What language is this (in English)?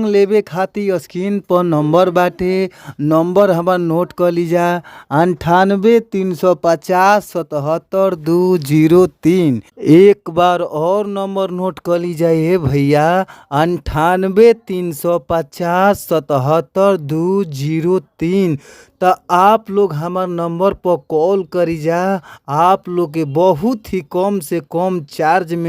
Bhojpuri